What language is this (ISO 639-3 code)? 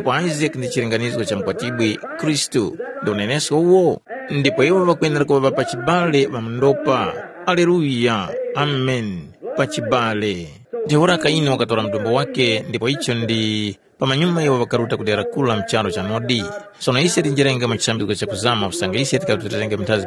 tum